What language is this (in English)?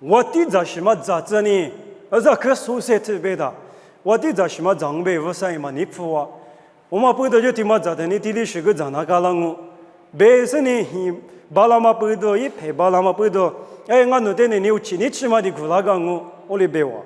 Lisu